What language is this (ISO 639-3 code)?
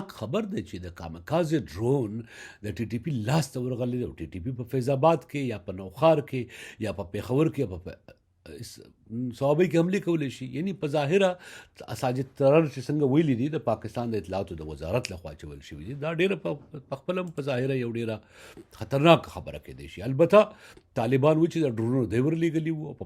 pus